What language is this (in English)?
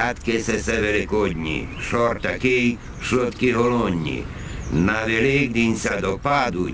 Rusyn